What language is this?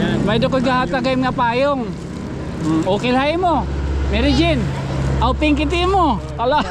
Waray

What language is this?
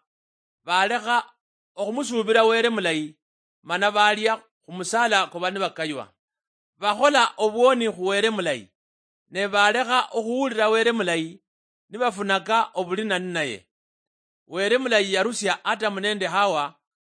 Luyia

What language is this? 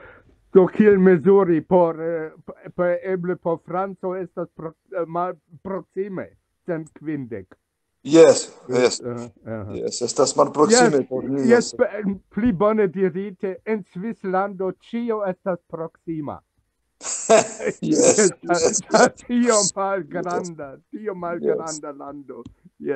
Esperanto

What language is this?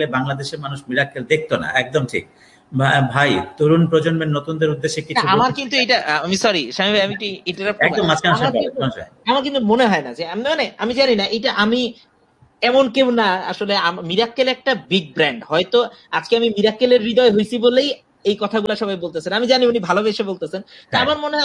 Bangla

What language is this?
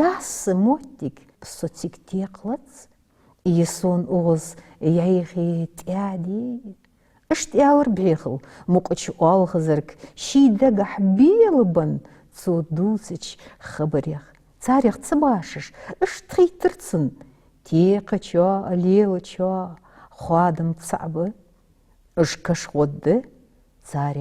Ingush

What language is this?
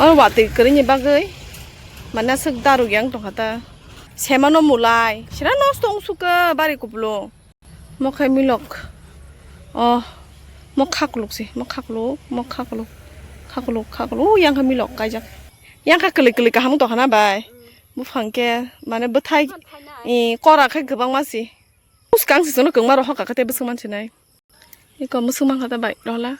Kok Borok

